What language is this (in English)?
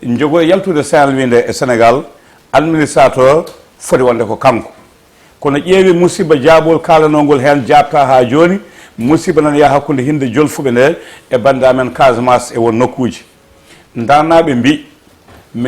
Fula